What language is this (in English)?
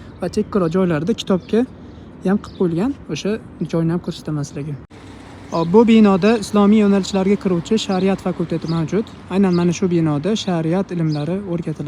Uzbek